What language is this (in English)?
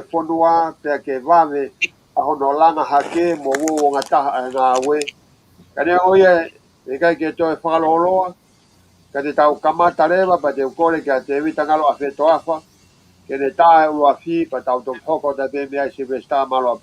Tongan